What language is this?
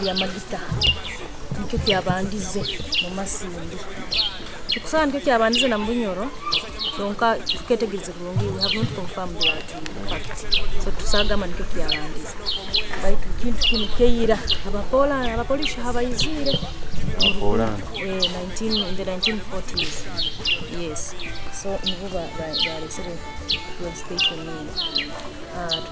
Nyoro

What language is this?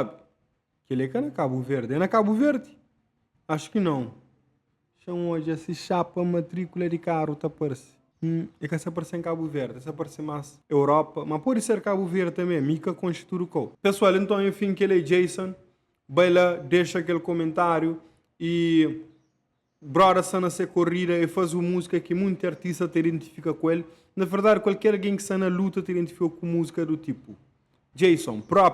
Kabuverdianu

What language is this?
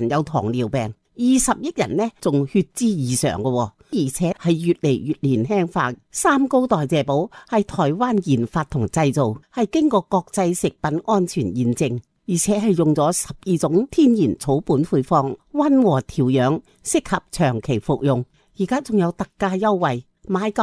Cantonese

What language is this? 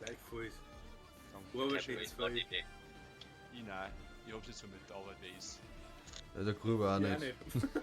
Bavarian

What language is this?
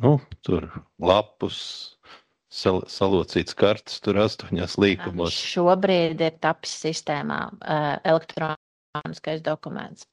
Latvian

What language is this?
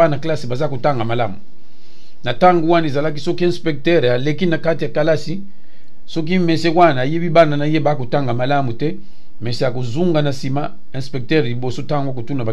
Lingala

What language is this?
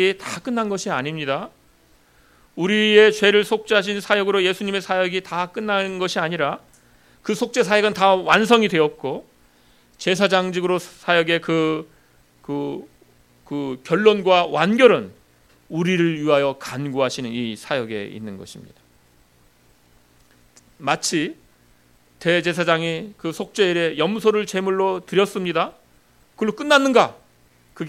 Korean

